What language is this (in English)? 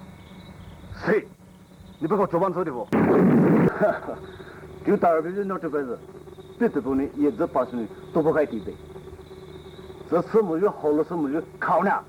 Poumei Naga